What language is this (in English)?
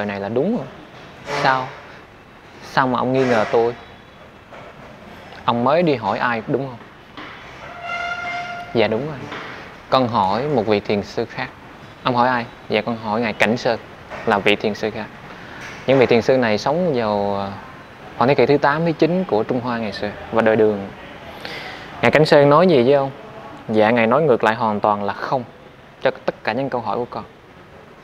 Vietnamese